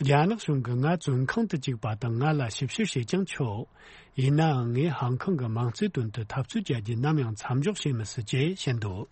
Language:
Tibetan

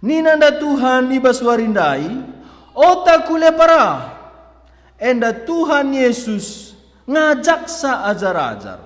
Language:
Batak Karo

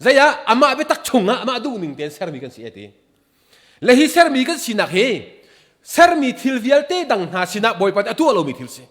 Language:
Hakha Chin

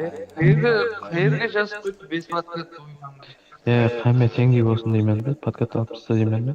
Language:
Kara-Kalpak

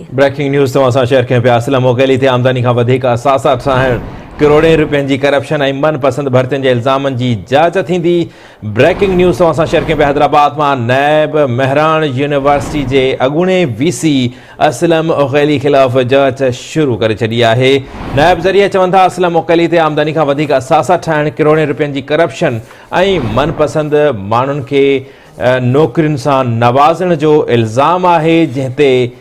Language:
Sindhi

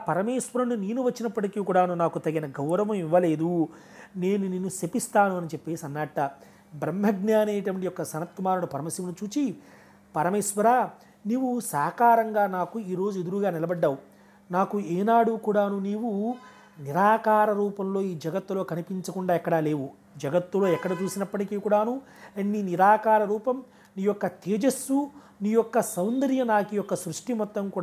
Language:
Telugu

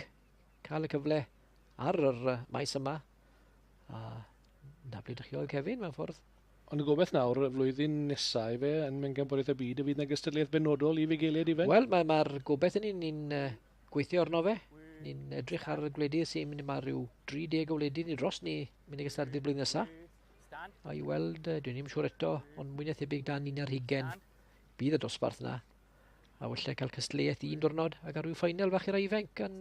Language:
Welsh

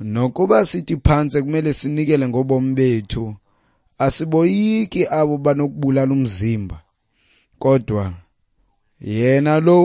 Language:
Xhosa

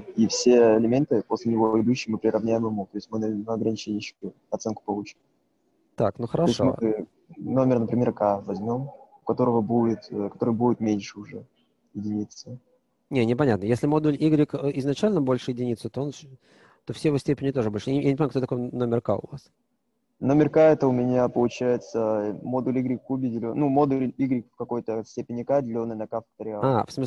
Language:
Russian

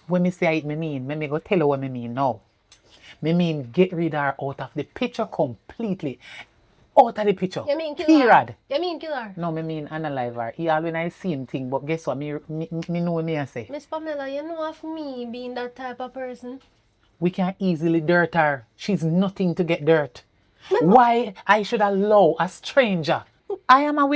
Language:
Jamaican Creole English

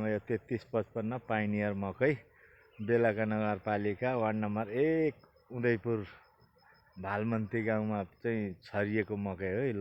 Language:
Nepali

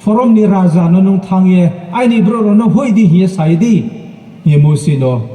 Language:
Riang (India)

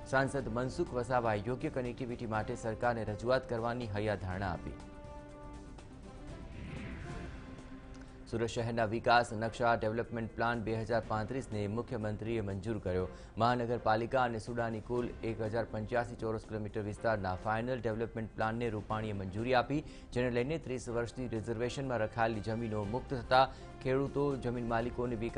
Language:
Gujarati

